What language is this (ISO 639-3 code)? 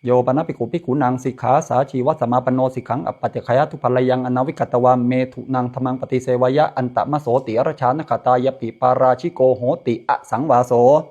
pli